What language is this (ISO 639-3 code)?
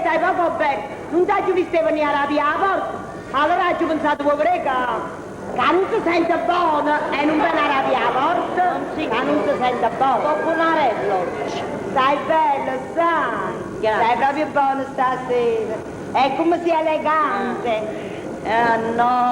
nap